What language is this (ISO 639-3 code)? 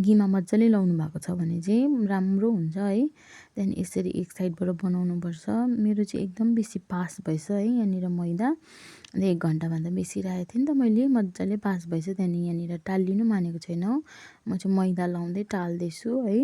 nep